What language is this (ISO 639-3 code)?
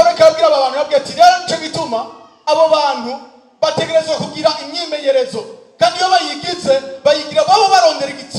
run